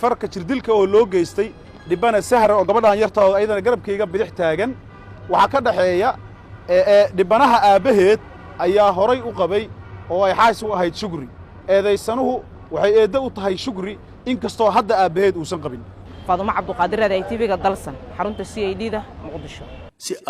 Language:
Somali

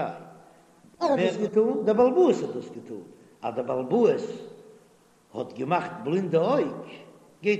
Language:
Yiddish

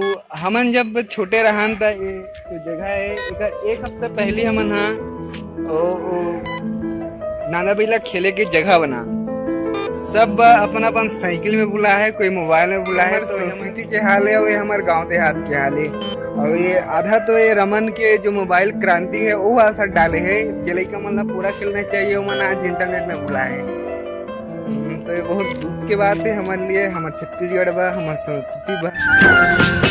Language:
Chhattisgarhi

